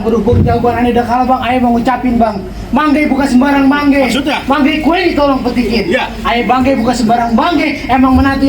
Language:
Betawi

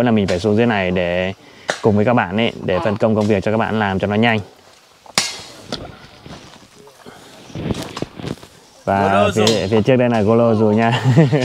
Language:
Vietnamese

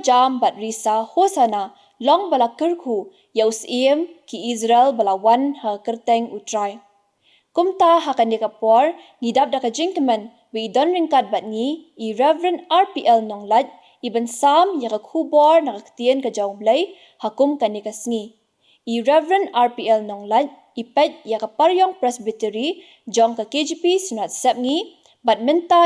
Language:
Khasi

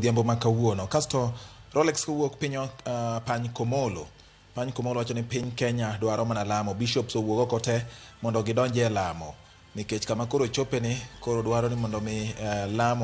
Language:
Luo (Kenya and Tanzania)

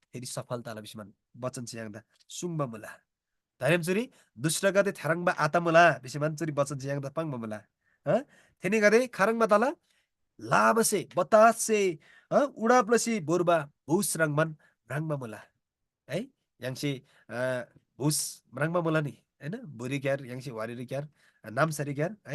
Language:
Eastern Tamang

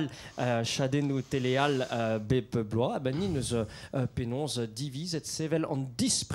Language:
Breton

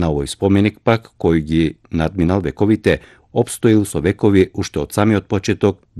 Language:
Macedonian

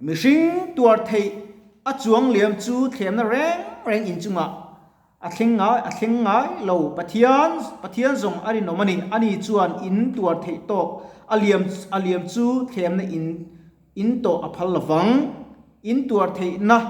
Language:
Mizo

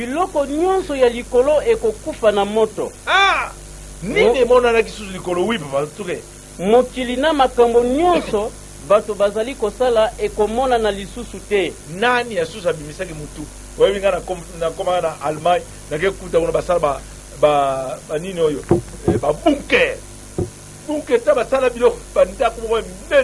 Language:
Lingala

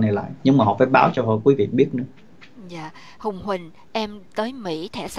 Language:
Vietnamese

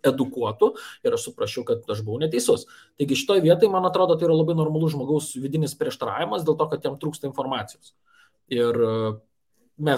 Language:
Lithuanian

